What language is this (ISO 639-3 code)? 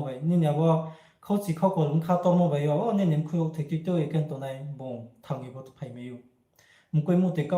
ria